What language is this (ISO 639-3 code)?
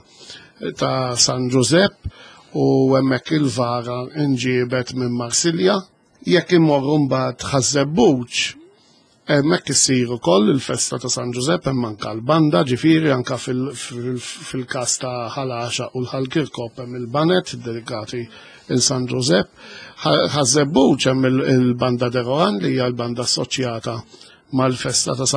mlt